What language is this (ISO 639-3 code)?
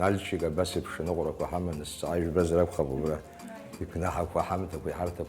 abk